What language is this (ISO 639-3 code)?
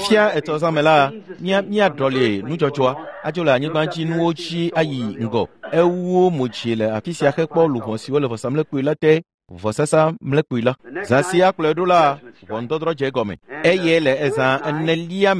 ewe